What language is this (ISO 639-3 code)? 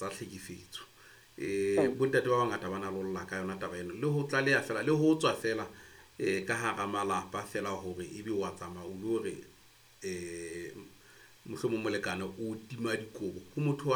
sot